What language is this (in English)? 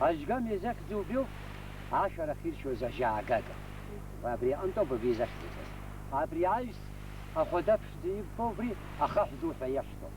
Abkhazian